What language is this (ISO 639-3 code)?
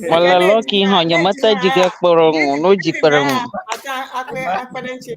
ewe